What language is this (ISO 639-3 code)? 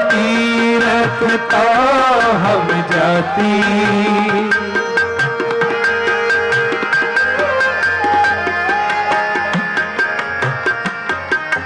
hin